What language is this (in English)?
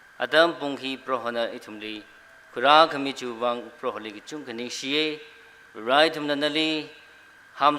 Tangkhul Naga (India)